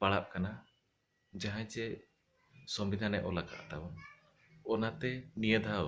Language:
Santali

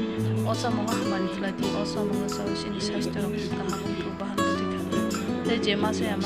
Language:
Kok Borok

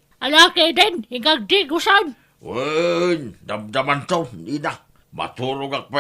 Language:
Iloko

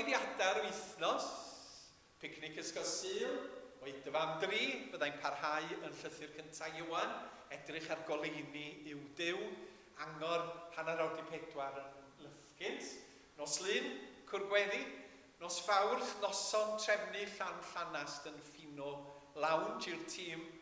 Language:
Welsh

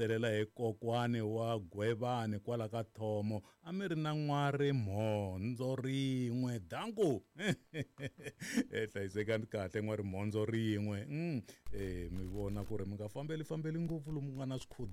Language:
Tsonga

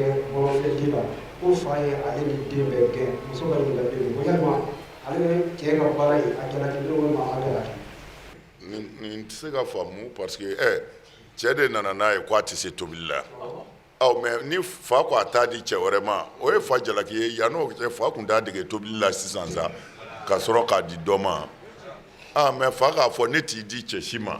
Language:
Bambara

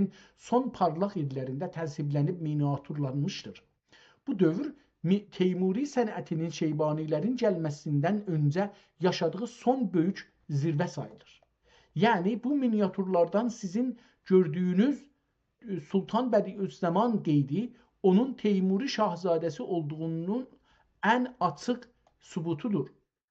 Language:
South Azerbaijani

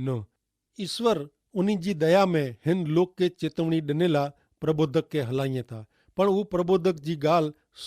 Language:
Kachhi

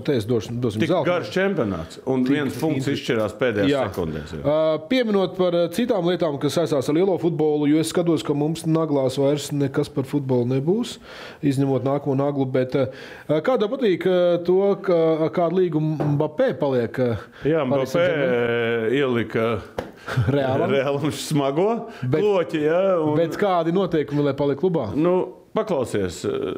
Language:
Latvian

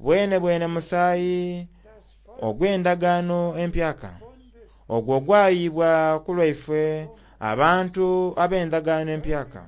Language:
Soga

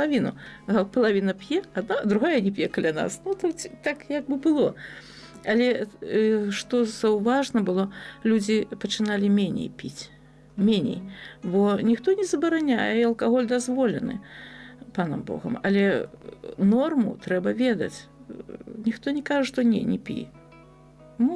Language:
Belarusian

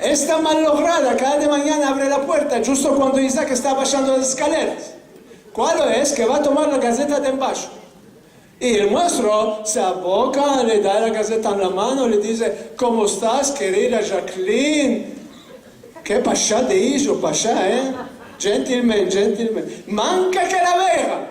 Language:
Ladino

